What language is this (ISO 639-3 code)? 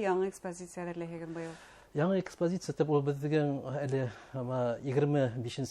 bak